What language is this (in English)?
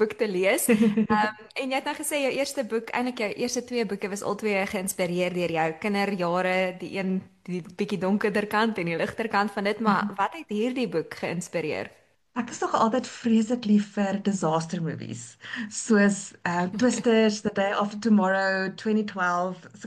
Afrikaans